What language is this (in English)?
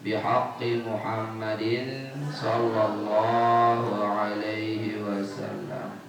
Sasak